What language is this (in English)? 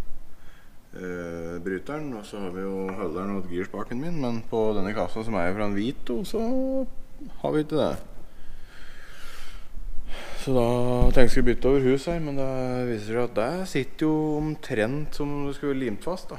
Norwegian